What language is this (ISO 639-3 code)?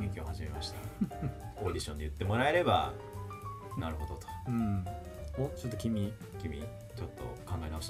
jpn